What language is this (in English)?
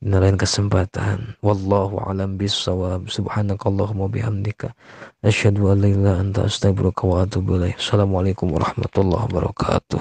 Sundanese